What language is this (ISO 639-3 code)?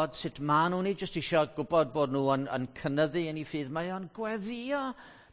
cym